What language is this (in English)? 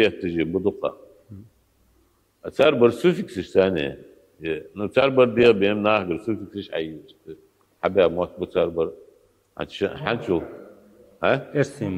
Ingush